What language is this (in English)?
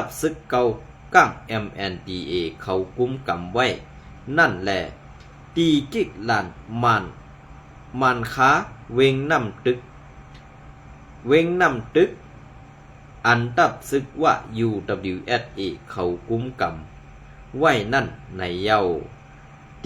Shan